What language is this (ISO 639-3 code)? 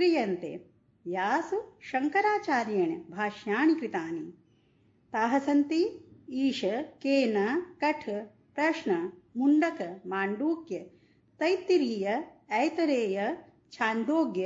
san